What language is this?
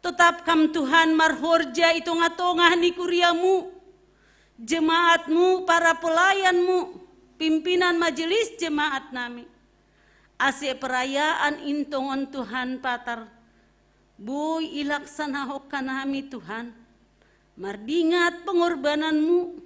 Batak Simalungun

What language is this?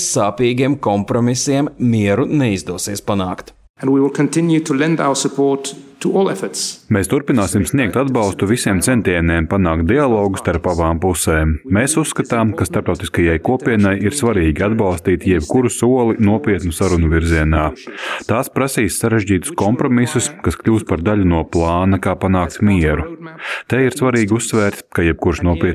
Latvian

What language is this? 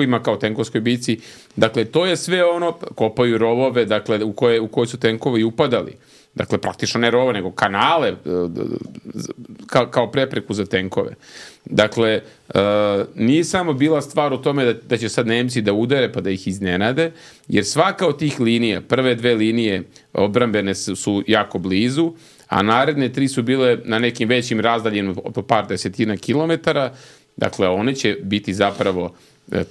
Serbian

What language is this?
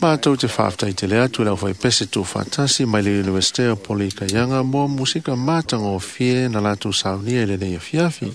Samoan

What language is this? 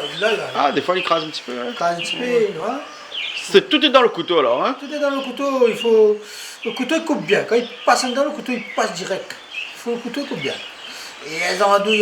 Réunion Creole French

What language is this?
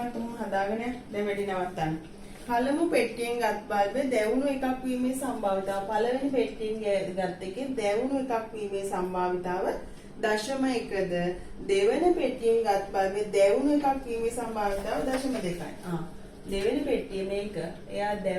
Sinhala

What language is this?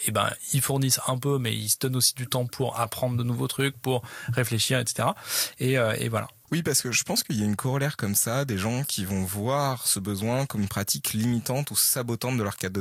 French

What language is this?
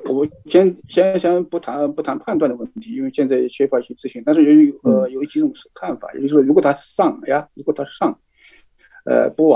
Chinese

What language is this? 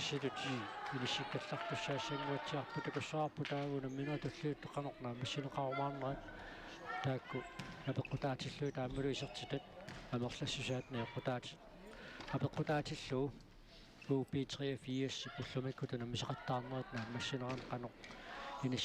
Kalaallisut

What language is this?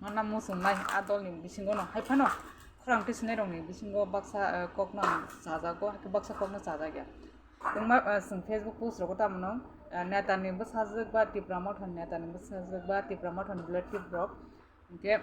Kok Borok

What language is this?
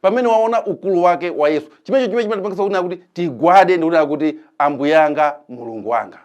Nyanja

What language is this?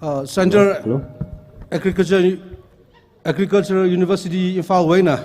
Tangkhul Naga (India)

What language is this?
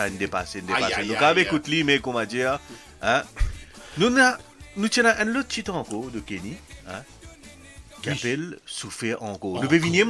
Morisyen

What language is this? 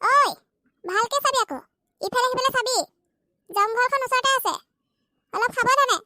Assamese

